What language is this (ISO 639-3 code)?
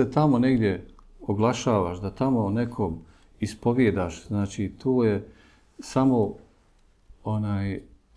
bos